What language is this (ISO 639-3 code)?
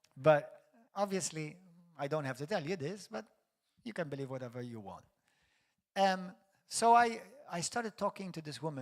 eng